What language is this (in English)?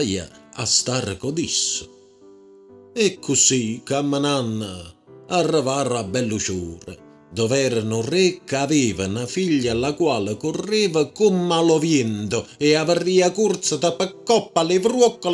Neapolitan